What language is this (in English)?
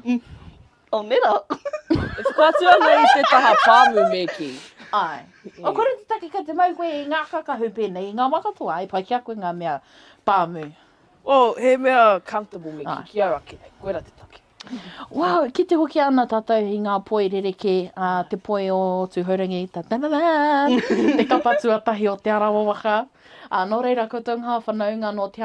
Māori